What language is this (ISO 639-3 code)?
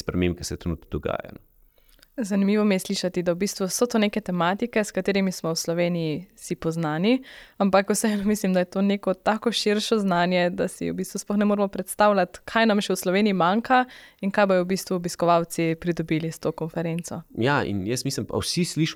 slv